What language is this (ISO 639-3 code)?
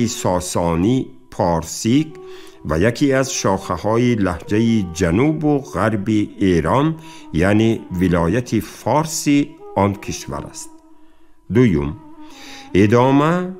tgk